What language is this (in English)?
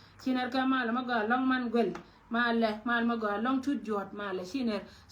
Nuer